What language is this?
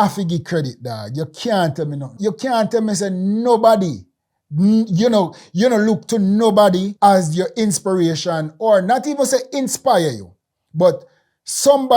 Jamaican Creole English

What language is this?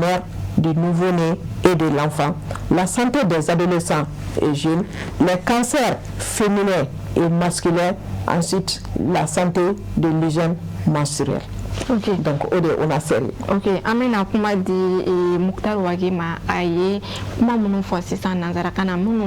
Bambara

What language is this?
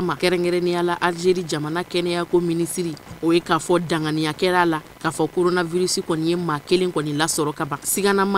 Bambara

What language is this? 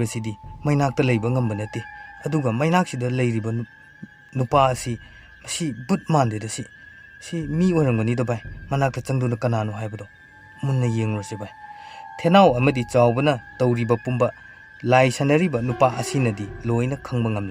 Manipuri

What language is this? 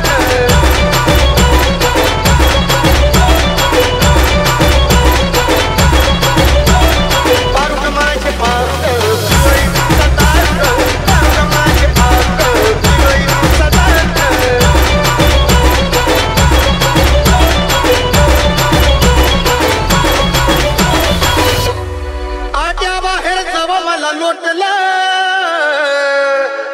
Marathi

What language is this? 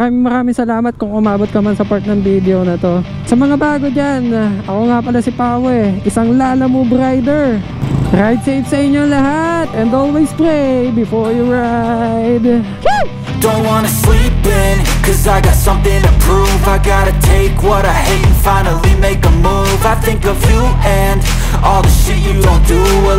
Filipino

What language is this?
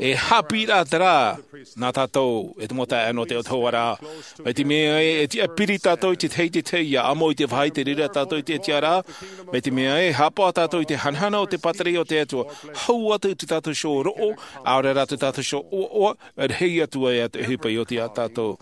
Tahitian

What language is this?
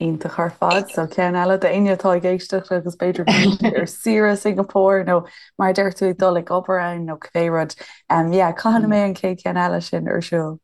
Irish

